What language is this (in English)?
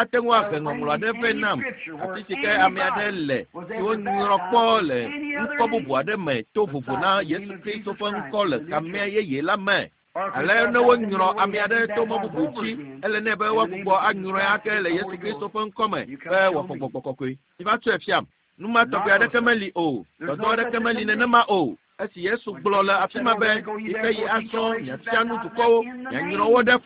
Ewe